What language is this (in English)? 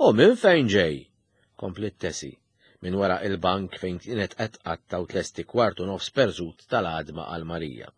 Maltese